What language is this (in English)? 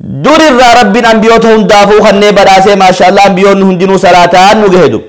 Oromo